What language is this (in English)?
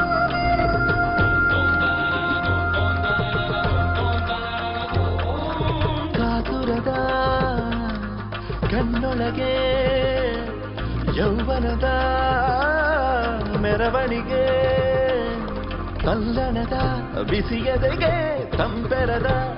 Kannada